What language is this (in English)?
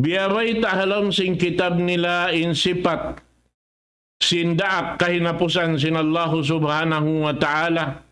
Tausug